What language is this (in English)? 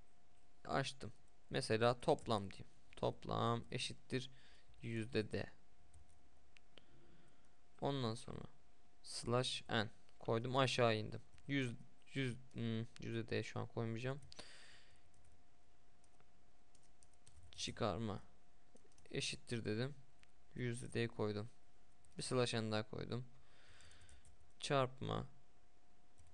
Turkish